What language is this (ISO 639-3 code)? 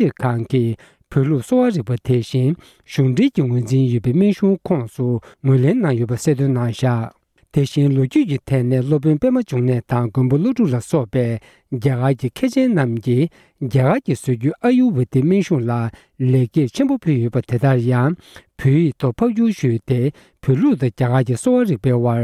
bod